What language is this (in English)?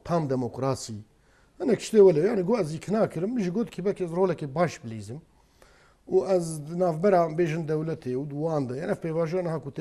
Kurdish